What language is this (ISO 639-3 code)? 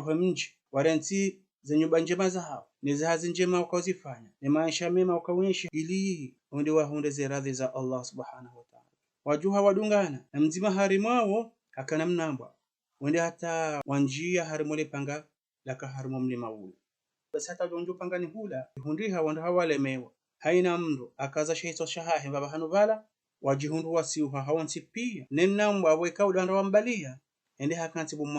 zdj